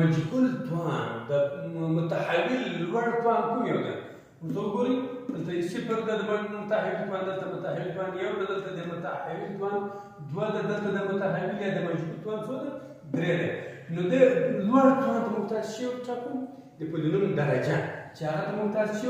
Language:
Pashto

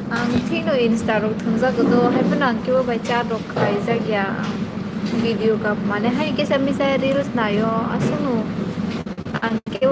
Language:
Kok Borok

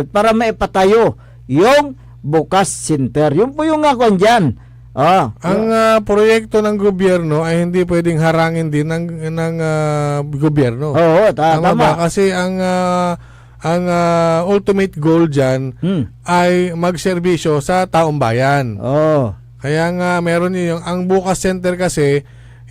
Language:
Pangasinan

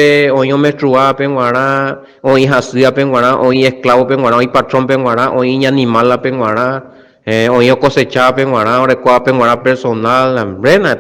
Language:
Guarani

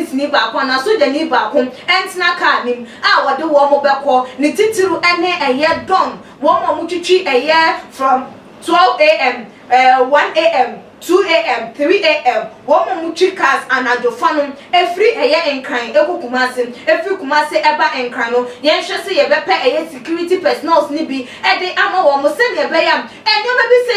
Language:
Akan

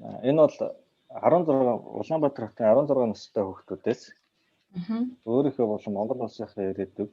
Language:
Mongolian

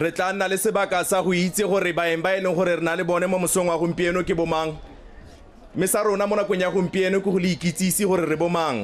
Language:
Tswana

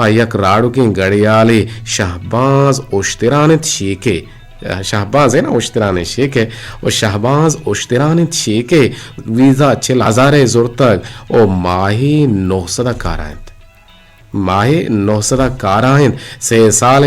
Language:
Eastern Balochi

